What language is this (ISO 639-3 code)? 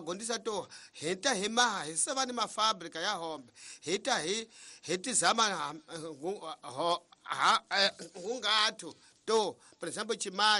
tso